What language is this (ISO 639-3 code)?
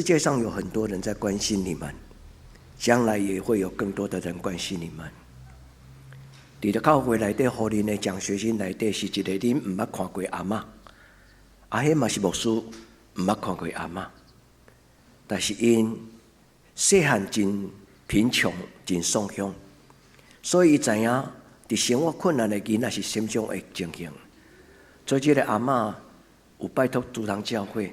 nan